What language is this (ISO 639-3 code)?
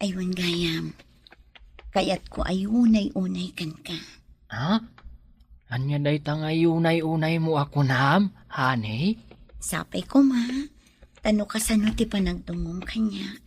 ilo